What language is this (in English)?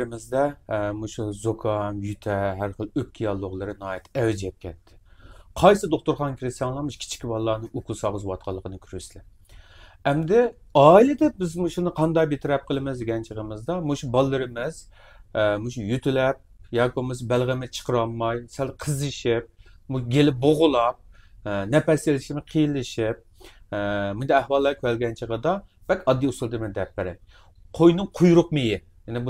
Uyghur